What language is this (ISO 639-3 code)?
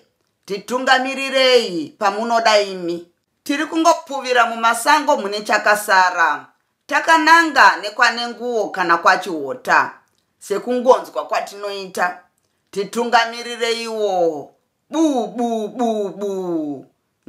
sna